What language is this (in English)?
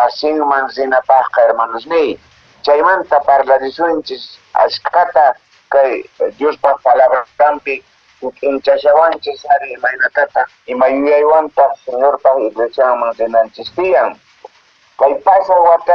Quechua